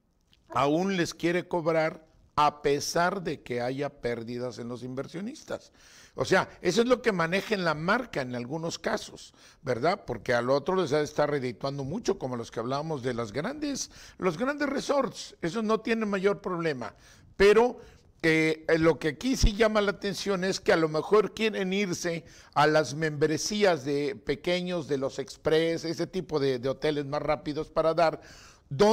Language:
Spanish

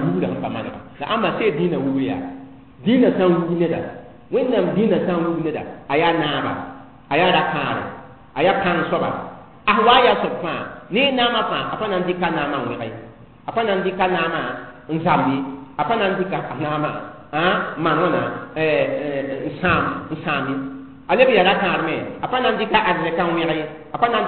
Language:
Mossi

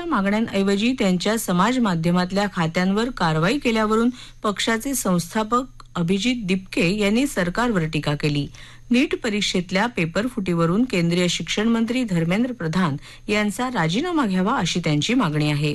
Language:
Marathi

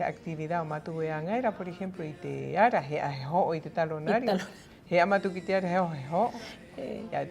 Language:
Rapanui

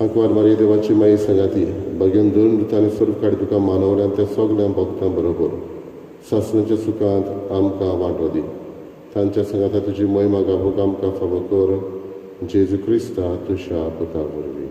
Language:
Konkani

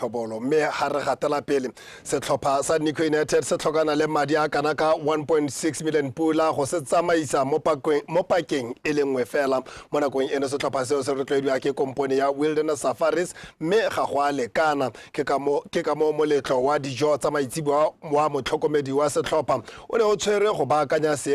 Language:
Tswana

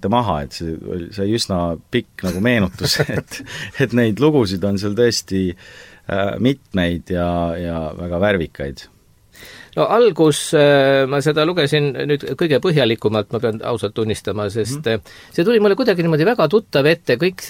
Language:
Estonian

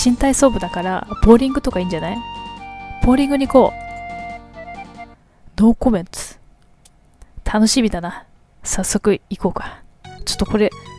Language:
Japanese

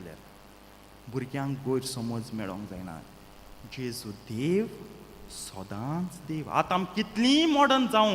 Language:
Konkani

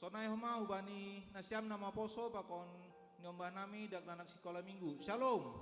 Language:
Batak Simalungun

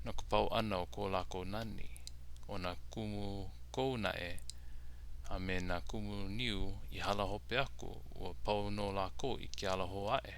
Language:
Hawaiian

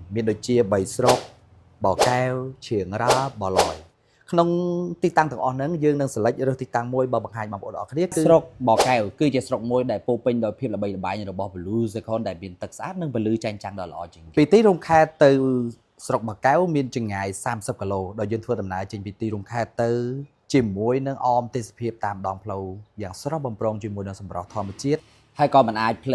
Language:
Khmer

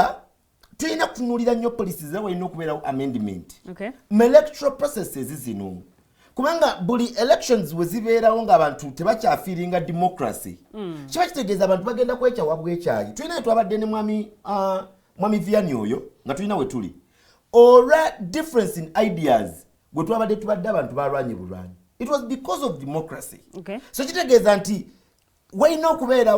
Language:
Ganda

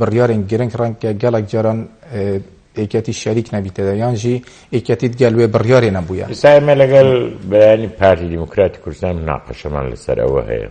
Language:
Central Kurdish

